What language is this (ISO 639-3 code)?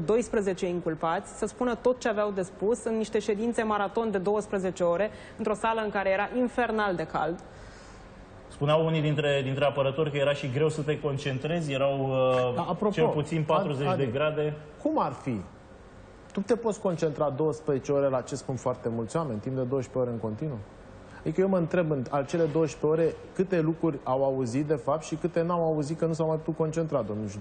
ron